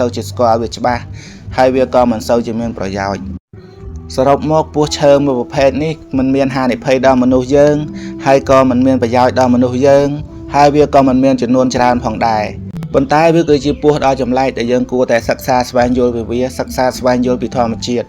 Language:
Khmer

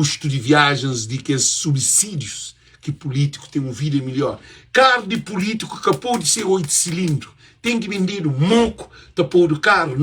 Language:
Kabuverdianu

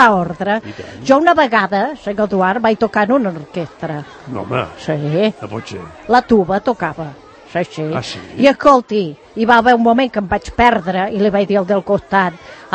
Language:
Catalan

